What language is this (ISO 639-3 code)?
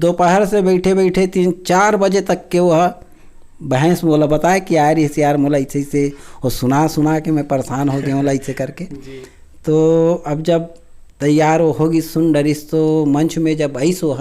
hne